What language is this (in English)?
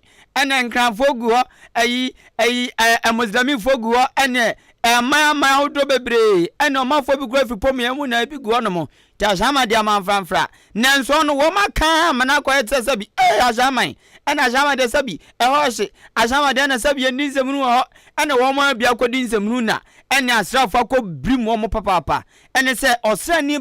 Akan